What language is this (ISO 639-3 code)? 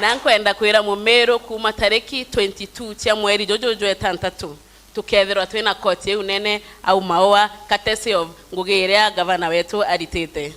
mer